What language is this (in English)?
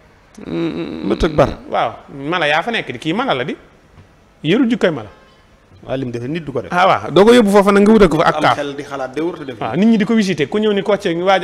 Wolof